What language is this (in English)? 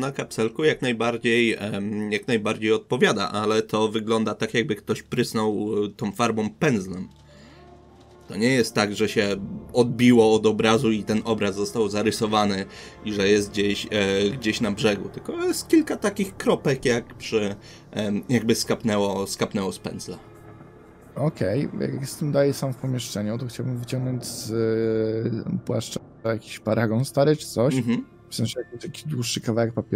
Polish